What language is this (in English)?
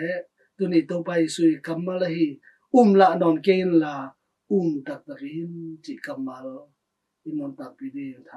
Tedim Chin